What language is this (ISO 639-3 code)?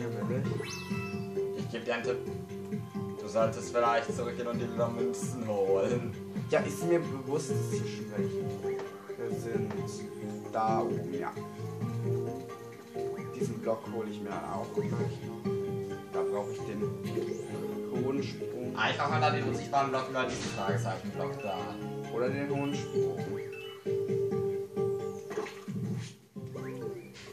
deu